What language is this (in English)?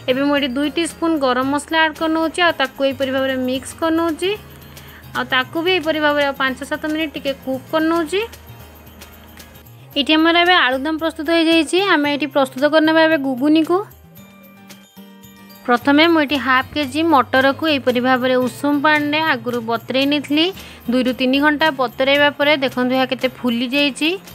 Odia